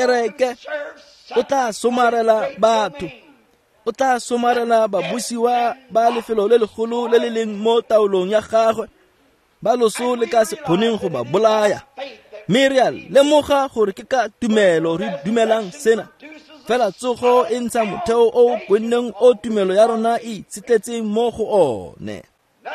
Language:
Tswana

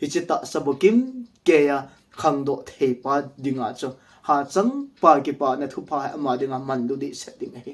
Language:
Thado Chin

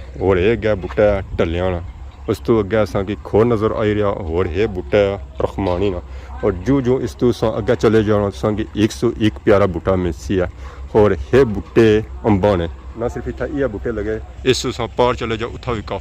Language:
Pahari-Potwari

